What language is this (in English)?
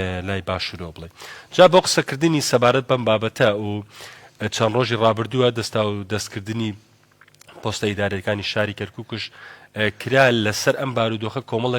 Central Kurdish